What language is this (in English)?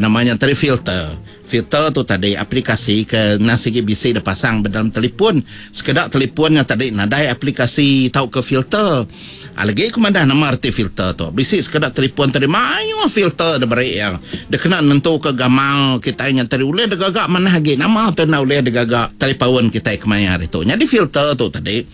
Iban